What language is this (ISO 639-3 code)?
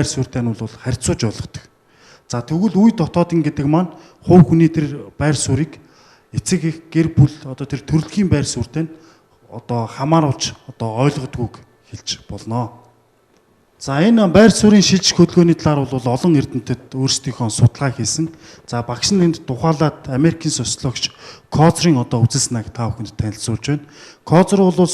mon